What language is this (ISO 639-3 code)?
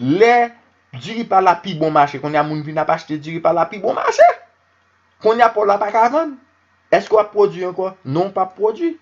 hat